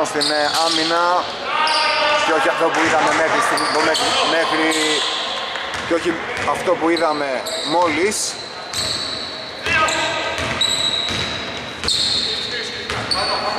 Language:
Greek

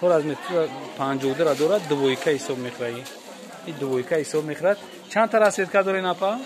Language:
Tajik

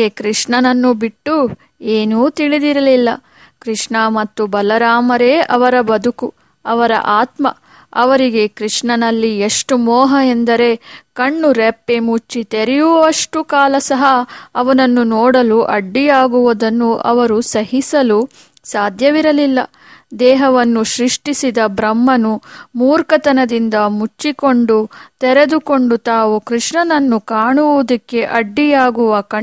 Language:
Kannada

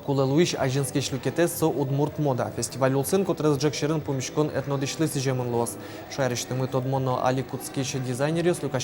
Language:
Udmurt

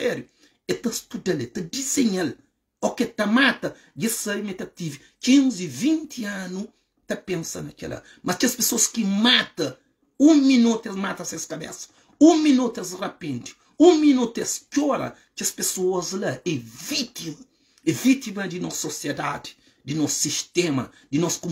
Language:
Kabuverdianu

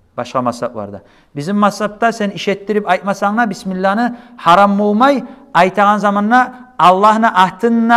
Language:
Kumyk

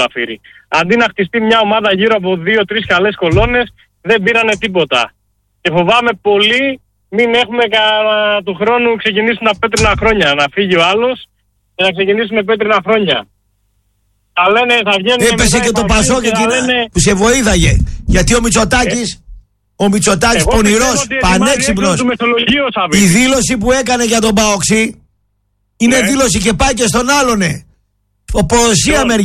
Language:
Greek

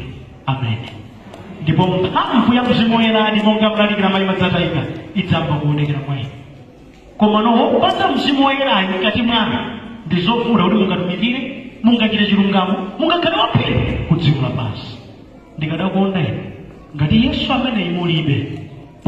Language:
Nyanja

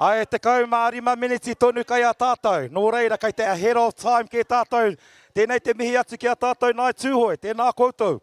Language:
Māori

